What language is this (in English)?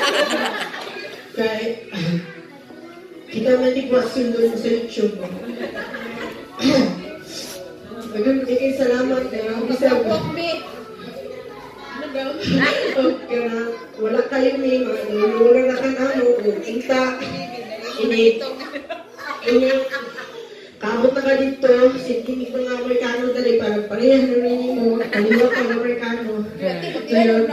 Filipino